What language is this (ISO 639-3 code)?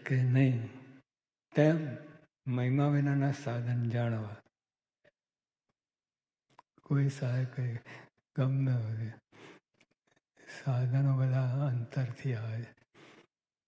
guj